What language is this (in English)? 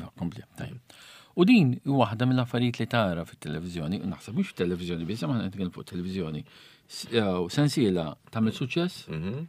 Maltese